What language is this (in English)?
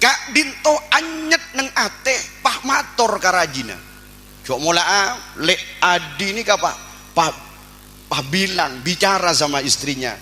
Madurese